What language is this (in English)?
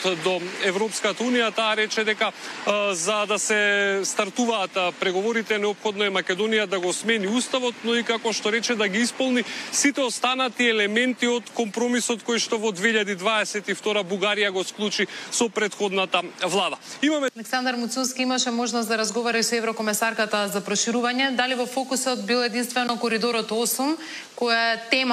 Macedonian